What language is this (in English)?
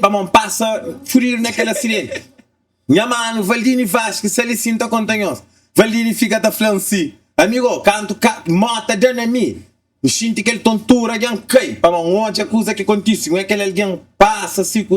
Kabuverdianu